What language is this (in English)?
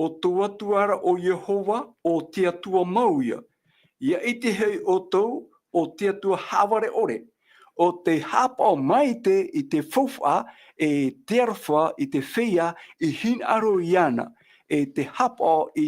Tahitian